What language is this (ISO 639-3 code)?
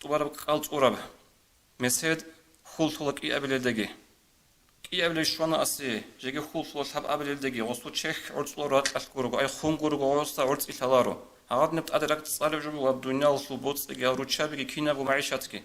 ava